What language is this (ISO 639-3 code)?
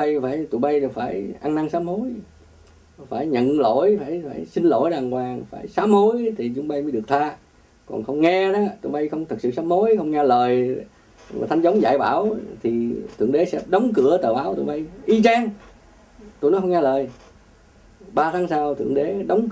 vie